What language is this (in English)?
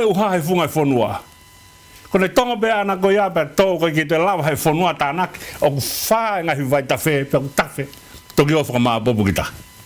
Tongan